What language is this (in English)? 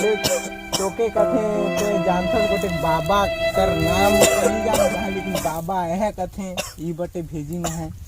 Chhattisgarhi